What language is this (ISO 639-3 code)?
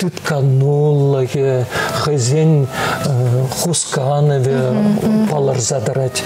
chv